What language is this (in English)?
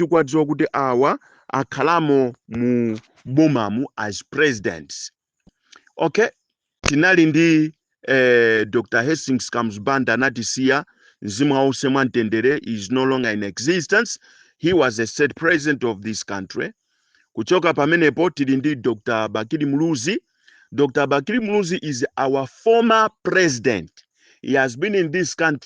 Nyanja